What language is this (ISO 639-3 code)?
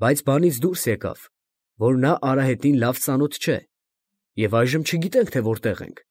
hye